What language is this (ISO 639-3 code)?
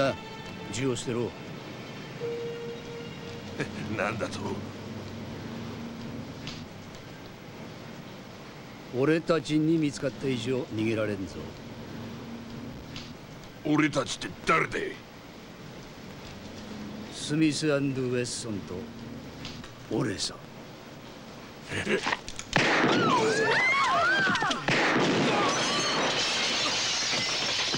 jpn